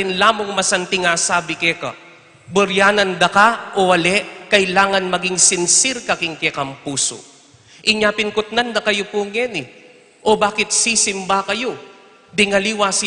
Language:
Pampanga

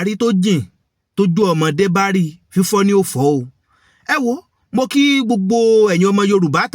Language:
Yoruba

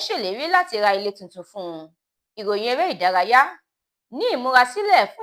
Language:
Yoruba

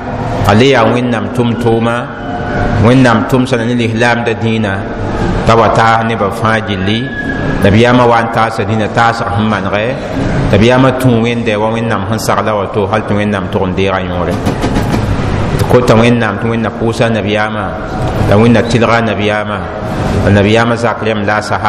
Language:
Mossi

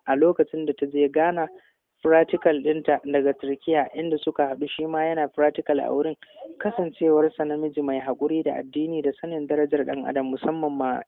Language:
Hausa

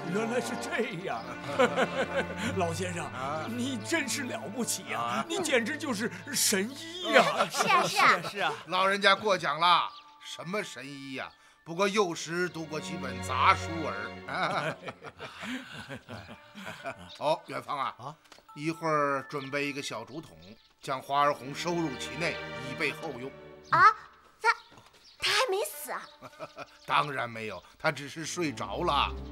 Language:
Chinese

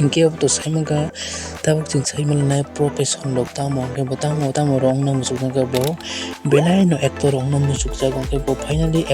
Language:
Kok Borok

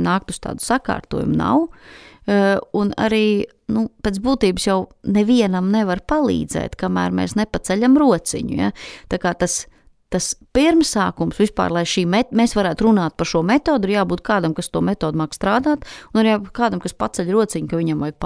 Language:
Latvian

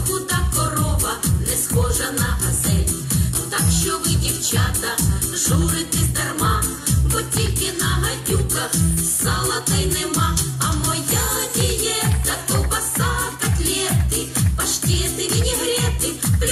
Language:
Ukrainian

